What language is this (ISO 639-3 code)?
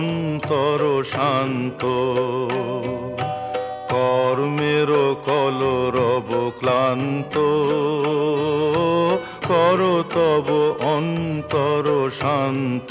ben